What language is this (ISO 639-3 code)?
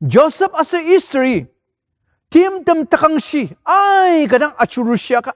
njo